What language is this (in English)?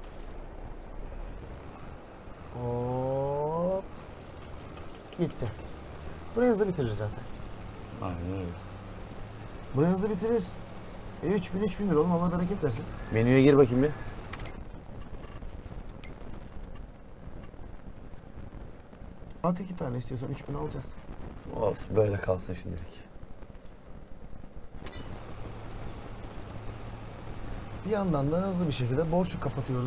Turkish